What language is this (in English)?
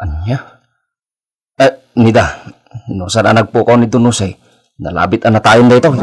Iloko